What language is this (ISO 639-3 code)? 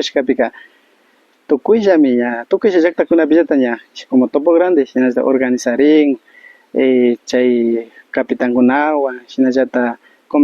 qvi